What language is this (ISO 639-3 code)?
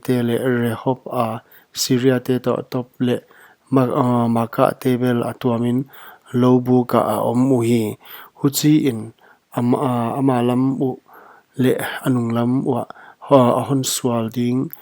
pck